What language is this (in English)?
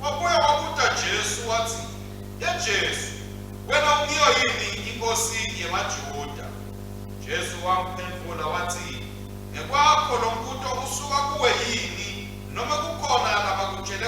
Swati